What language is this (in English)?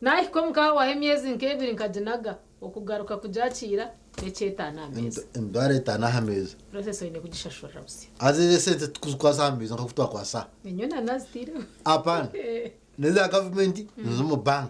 Nyankole